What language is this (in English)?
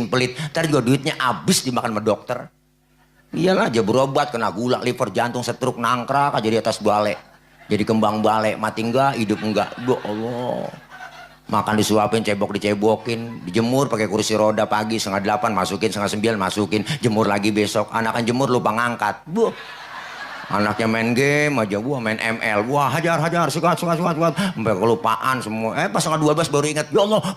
Betawi